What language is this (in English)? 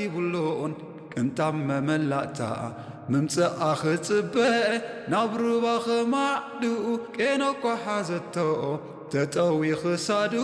Tigrinya